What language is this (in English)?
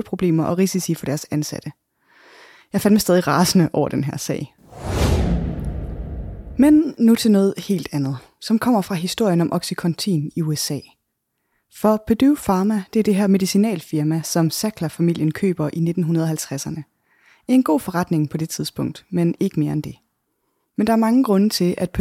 Danish